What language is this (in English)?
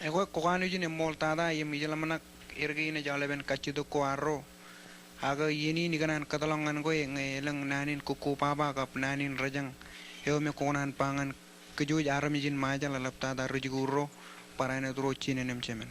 Marshallese